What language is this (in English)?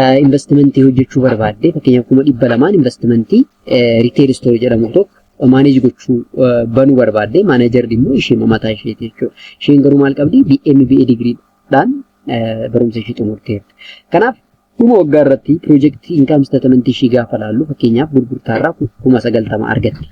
Oromo